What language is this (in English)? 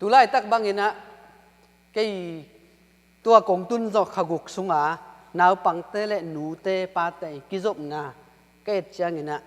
Tedim Chin